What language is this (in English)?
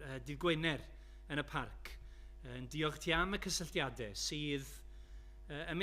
Welsh